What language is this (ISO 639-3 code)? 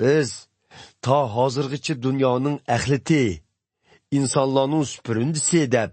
uig